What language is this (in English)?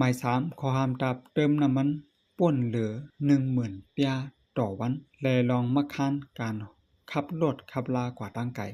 Shan